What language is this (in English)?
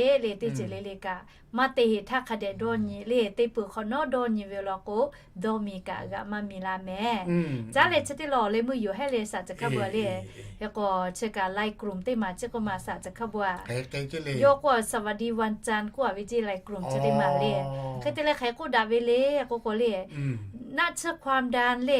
Lahu